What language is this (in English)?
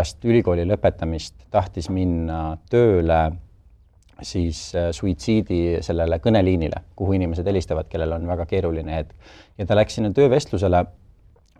Estonian